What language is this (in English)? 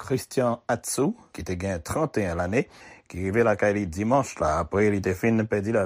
Haitian Creole